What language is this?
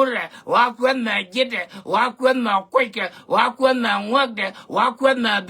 Nuer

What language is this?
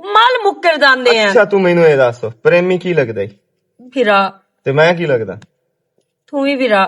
Western Panjabi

